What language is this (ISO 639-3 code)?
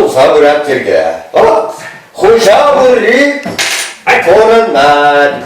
chv